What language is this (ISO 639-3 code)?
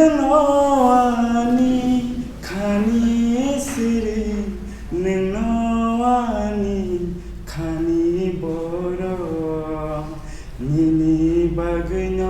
trp